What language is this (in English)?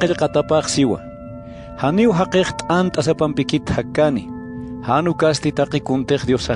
Aymara